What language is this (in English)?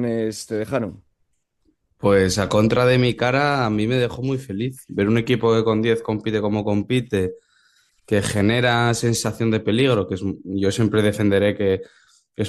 Spanish